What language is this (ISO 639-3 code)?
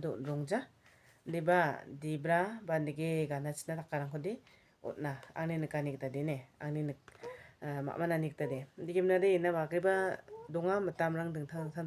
grt